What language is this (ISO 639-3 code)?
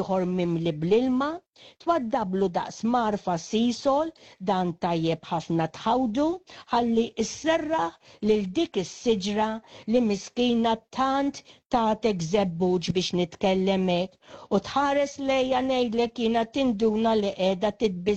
mlt